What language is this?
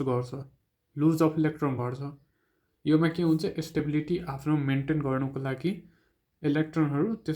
Nepali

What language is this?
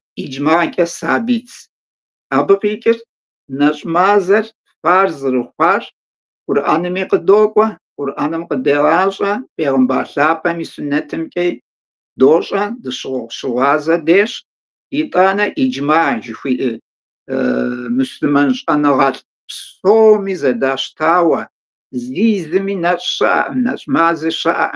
Kabardian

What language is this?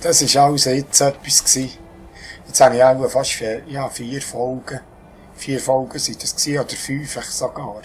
Swiss German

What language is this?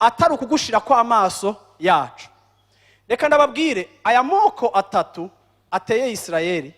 Rundi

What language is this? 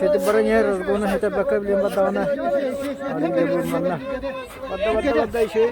Yakut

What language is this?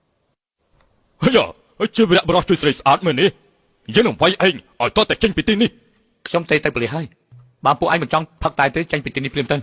Khmer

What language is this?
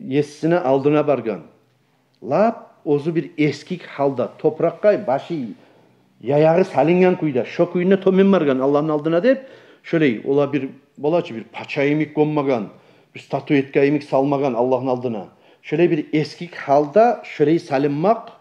Kumyk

